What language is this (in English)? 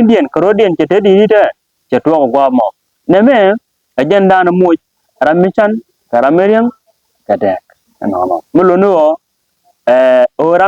Nuer